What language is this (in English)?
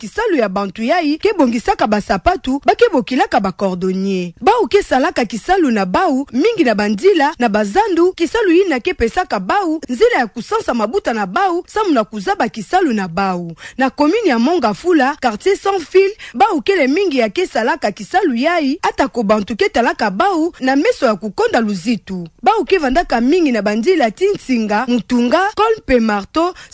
Kituba (Democratic Republic of Congo)